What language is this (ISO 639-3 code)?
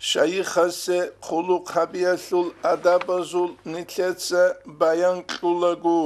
ava